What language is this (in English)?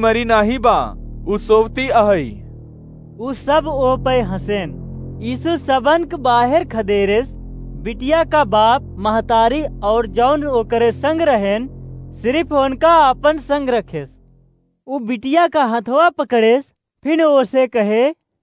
Awadhi